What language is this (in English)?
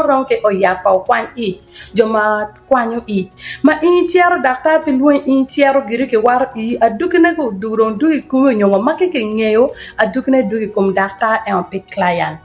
Acoli